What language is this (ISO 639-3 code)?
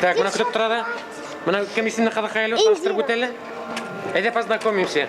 bak